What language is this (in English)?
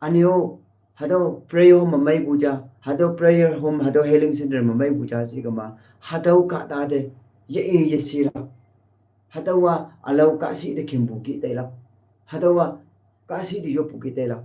Konyak Naga